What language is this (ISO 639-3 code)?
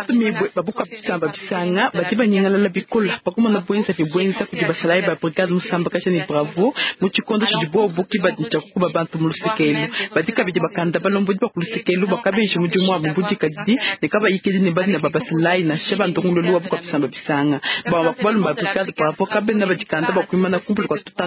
lua